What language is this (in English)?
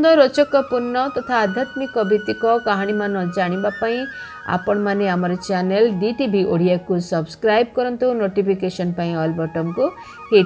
Odia